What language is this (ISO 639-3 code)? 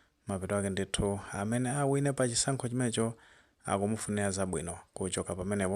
nya